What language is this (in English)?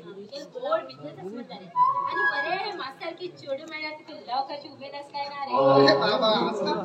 Konkani